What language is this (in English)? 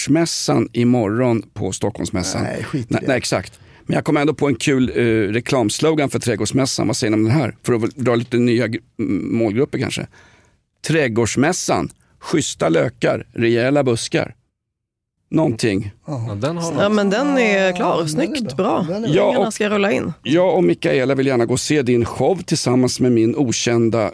Swedish